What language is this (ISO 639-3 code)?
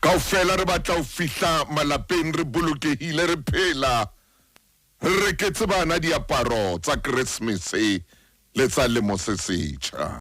sot